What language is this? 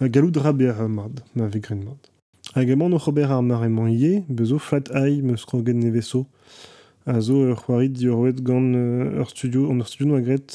Breton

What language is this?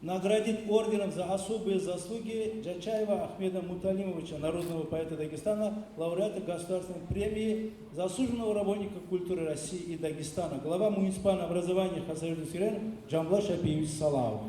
Kumyk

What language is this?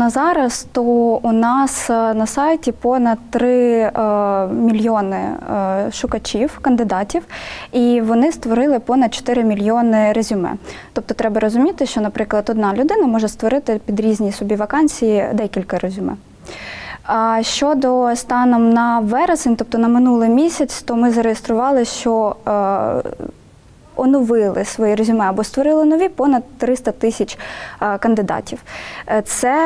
Ukrainian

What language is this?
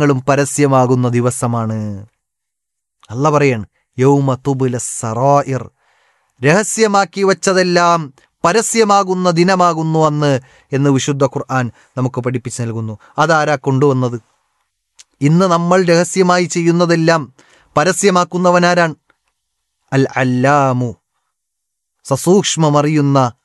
Malayalam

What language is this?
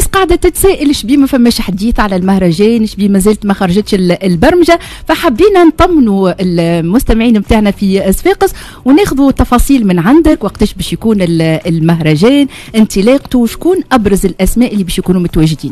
Tunisian Arabic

